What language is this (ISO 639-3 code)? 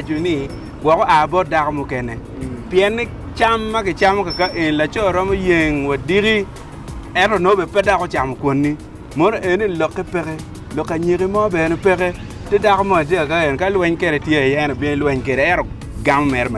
ach